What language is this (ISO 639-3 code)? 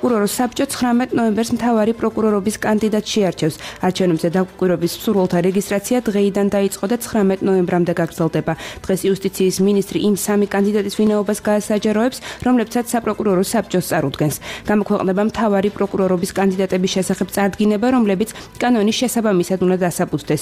kat